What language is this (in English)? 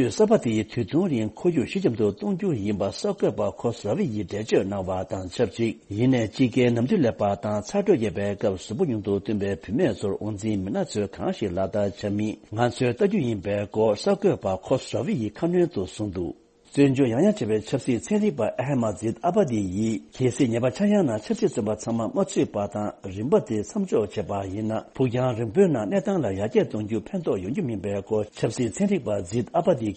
Tibetan